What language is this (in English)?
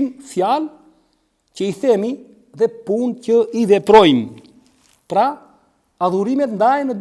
Albanian